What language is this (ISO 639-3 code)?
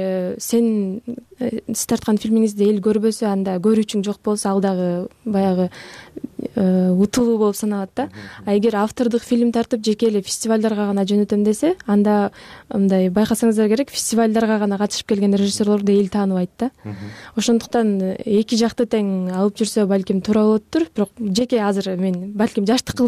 kir